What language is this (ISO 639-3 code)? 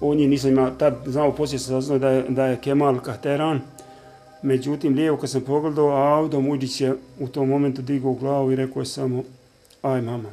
bos